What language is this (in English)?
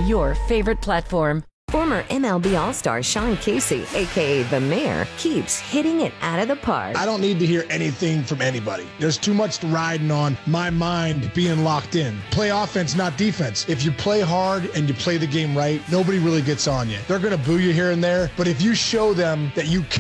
English